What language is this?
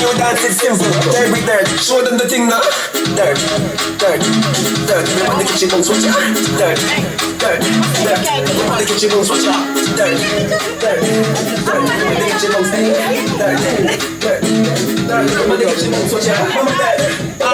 Jamaican Creole English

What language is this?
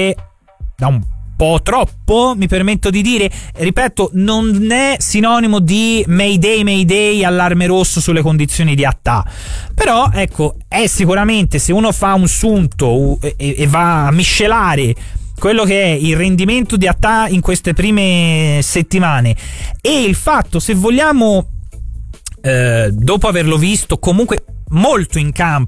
Italian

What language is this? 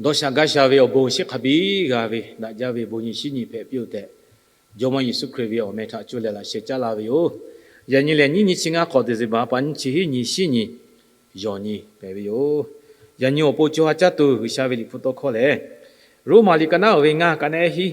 Lahu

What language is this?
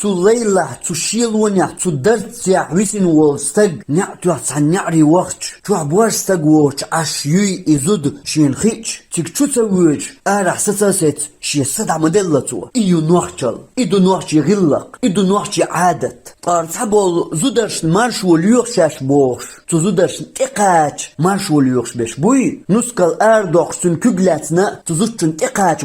Chechen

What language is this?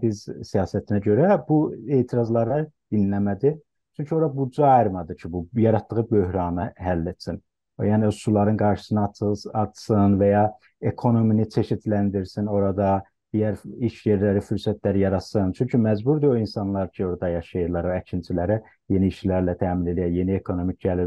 South Azerbaijani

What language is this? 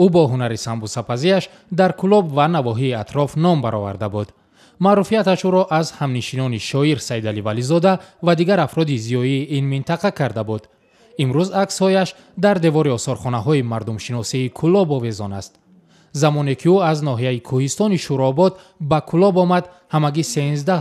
Tajik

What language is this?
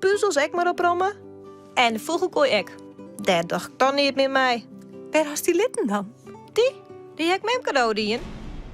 Western Frisian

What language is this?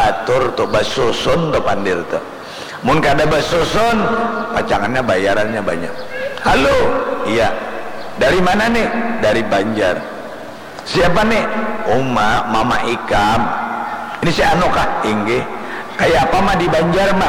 Banjar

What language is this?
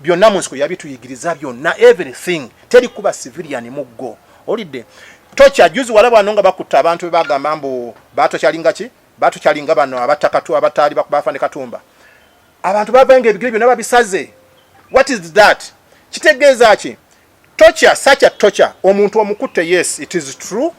Ganda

